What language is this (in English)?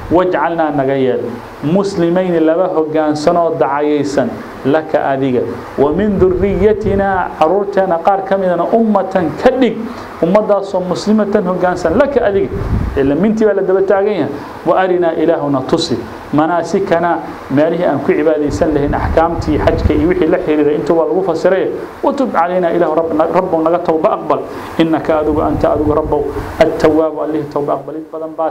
Somali